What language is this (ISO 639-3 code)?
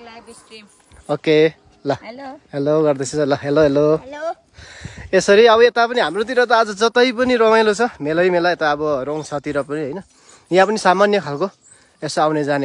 nep